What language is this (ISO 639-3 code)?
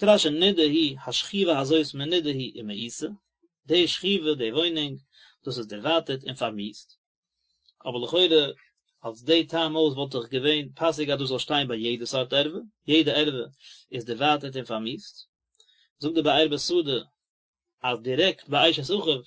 yid